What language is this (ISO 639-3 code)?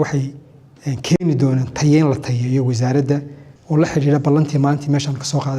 som